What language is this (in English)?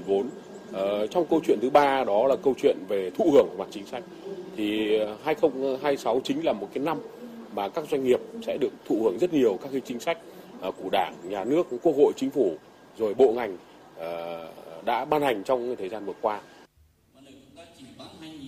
Vietnamese